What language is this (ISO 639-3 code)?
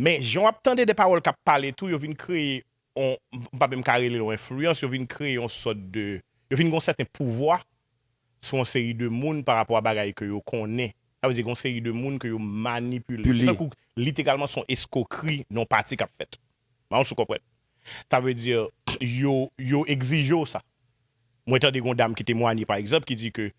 hat